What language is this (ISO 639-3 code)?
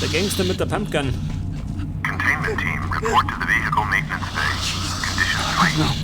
bar